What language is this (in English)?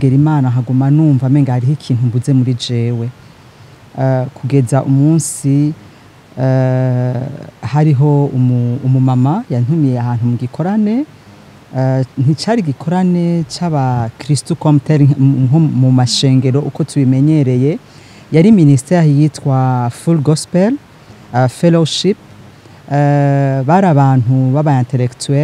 Rundi